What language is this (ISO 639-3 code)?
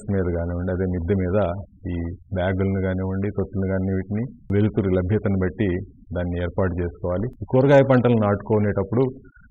tel